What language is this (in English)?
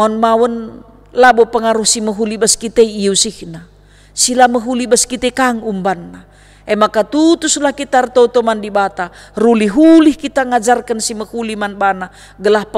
Batak Karo